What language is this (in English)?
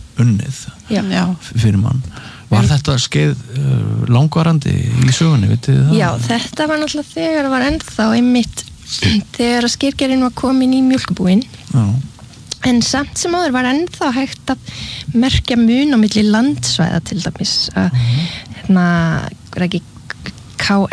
Icelandic